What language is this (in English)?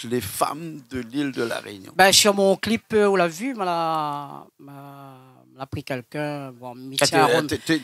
Réunion Creole French